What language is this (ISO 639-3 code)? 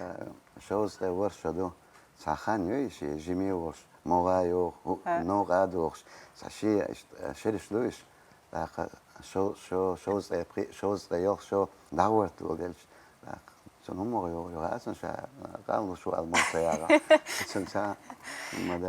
che